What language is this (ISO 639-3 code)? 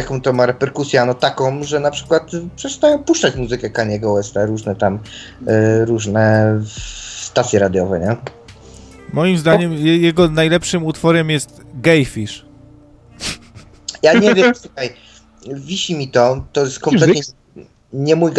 pol